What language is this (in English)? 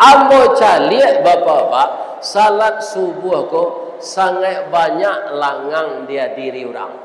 Minangkabau